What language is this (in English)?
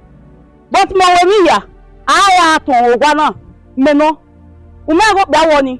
Bini